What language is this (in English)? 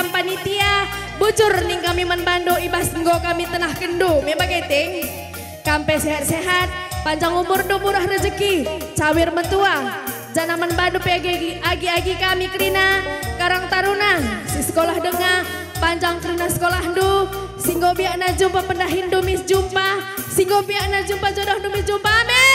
Batak Karo